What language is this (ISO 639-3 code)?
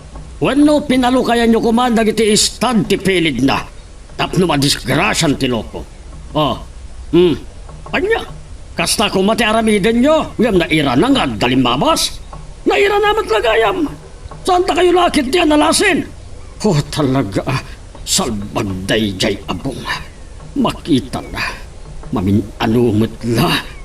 ilo